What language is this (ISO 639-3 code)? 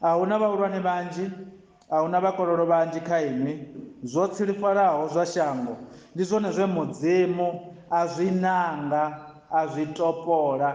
ven